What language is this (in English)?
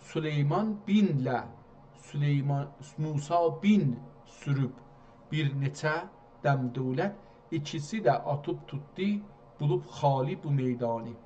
South Azerbaijani